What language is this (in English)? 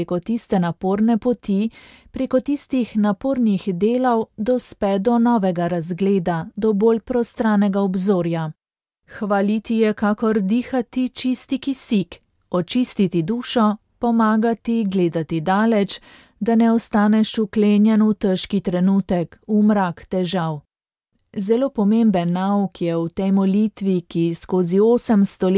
Slovenian